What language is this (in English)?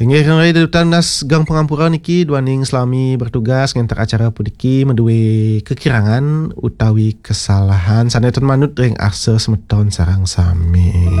Balinese